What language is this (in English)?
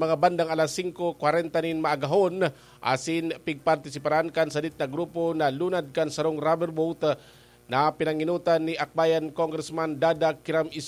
Bikol